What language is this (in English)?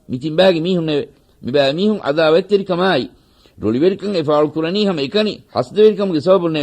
Divehi